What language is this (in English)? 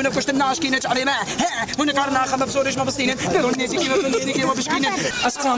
Kurdish